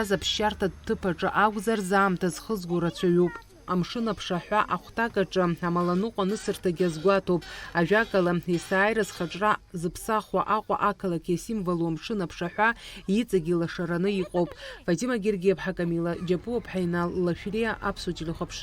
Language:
Abkhazian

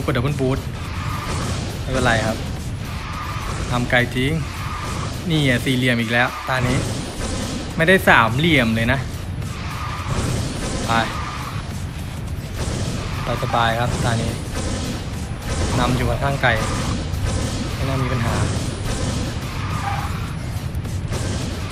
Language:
Thai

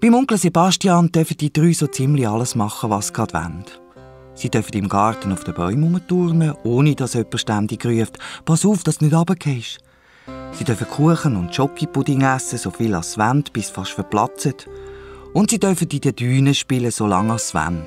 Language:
Swiss German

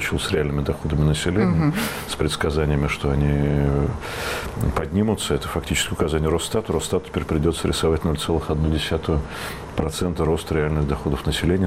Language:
Russian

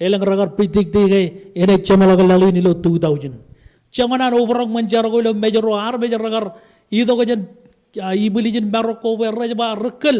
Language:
Marshallese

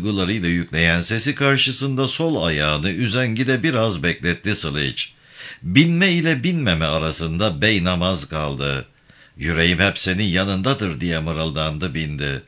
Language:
Turkish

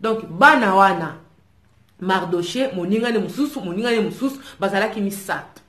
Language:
Lingala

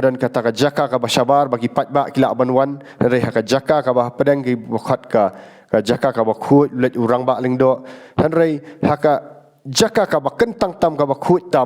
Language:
Khasi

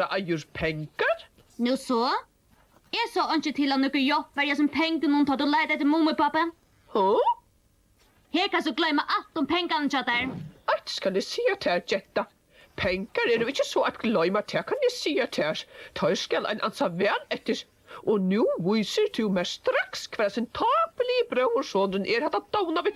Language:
Faroese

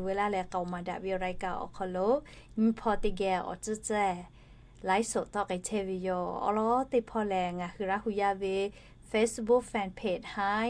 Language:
Lahu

